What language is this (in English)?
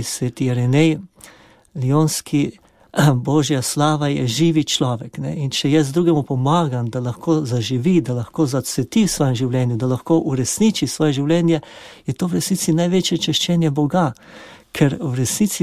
Slovenian